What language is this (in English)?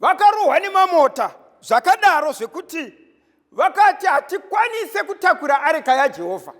Shona